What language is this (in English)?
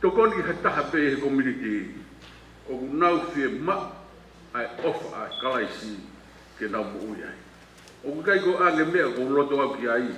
Tongan